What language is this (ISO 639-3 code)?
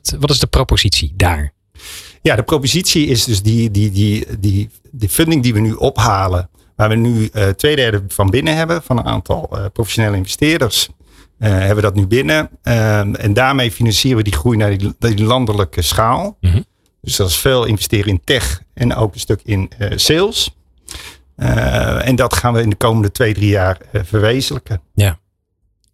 nld